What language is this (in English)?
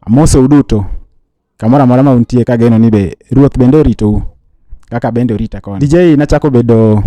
Luo (Kenya and Tanzania)